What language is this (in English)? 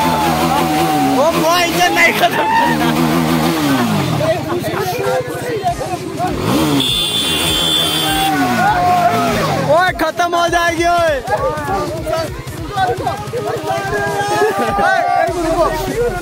Hindi